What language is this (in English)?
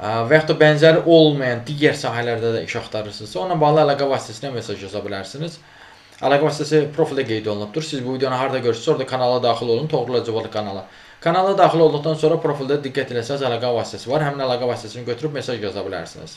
Azerbaijani